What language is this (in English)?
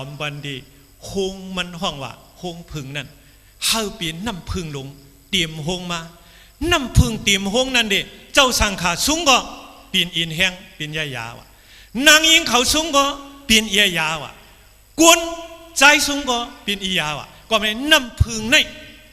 Shan